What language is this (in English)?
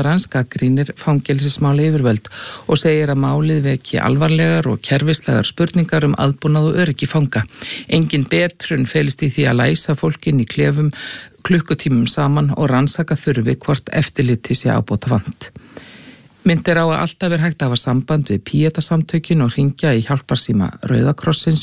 Icelandic